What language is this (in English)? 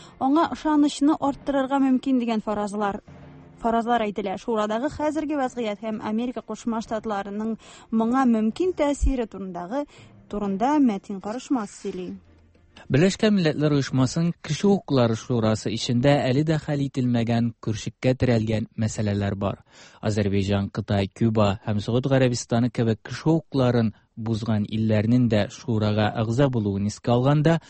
Tatar